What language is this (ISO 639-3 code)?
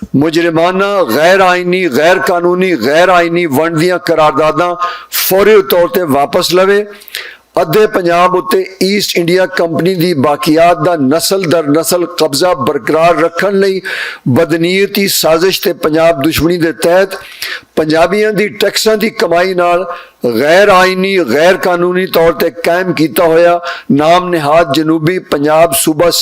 lah